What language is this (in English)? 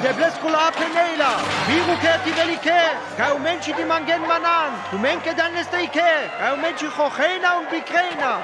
Sinte Romani